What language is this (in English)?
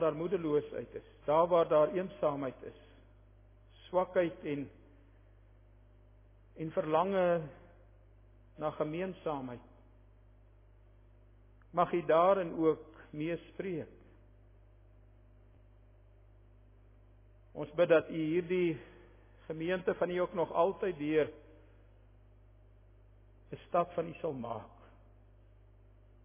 Afrikaans